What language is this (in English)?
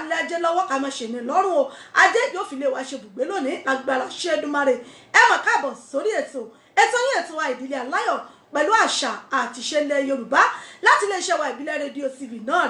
Yoruba